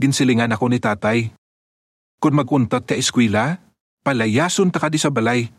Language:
Hiligaynon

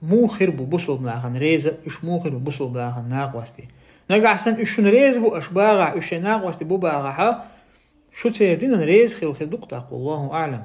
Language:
Chechen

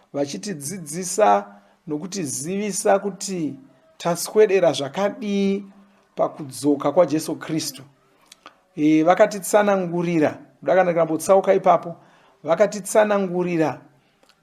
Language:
Shona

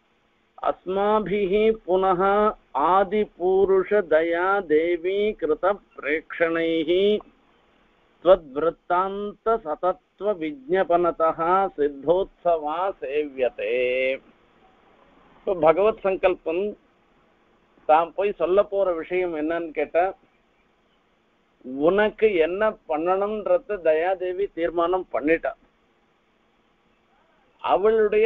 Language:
Tamil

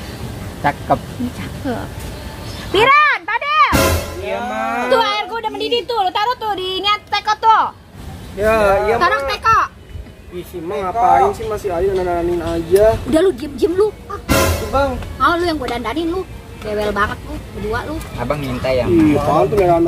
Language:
Betawi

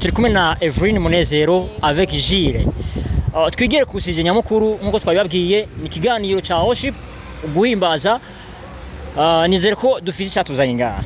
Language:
Rundi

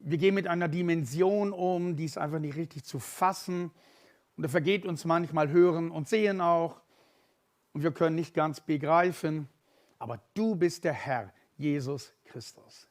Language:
Swiss German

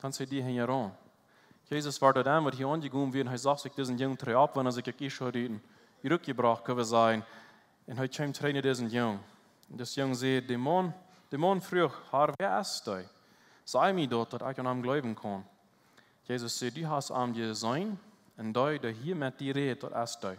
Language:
Plautdietsch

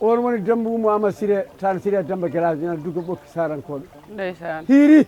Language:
Fula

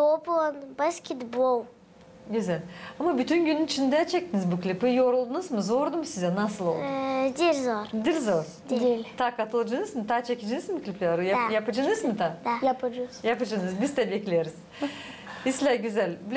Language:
Gagauz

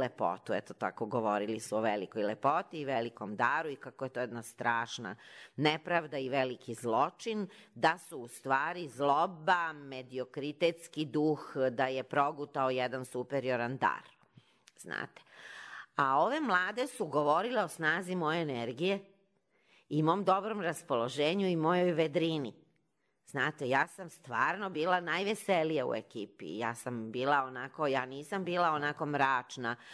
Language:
Serbian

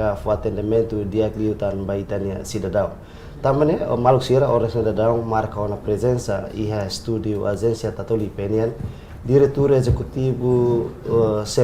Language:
Tetum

